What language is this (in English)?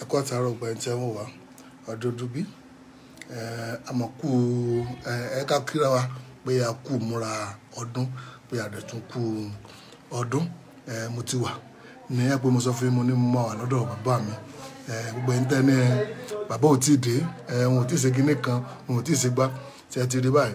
Yoruba